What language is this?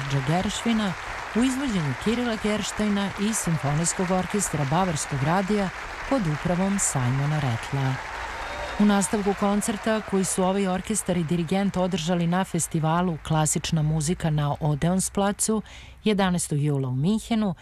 Serbian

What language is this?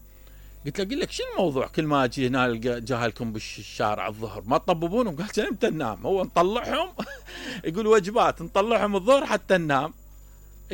Mesopotamian Arabic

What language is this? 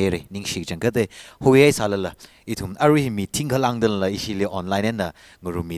Tangkhul Naga (India)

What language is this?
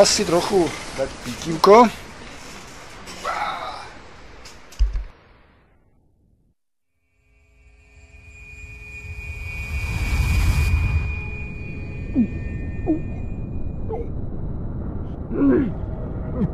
Slovak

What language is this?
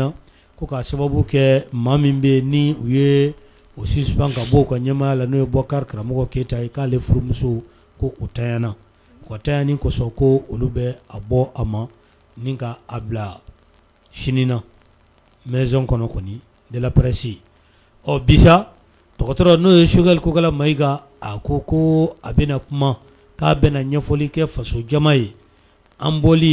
Bambara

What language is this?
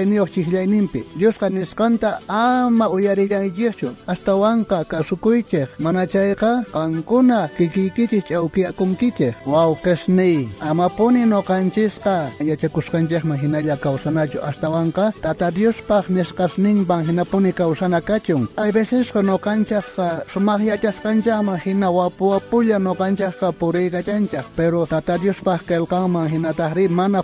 South Bolivian Quechua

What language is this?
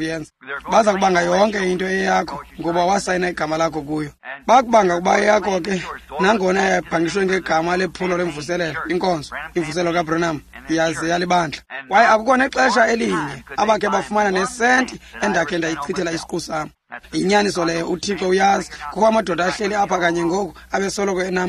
Xhosa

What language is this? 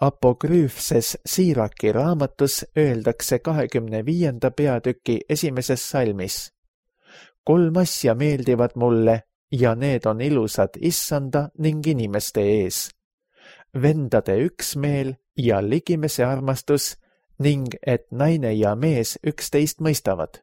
Estonian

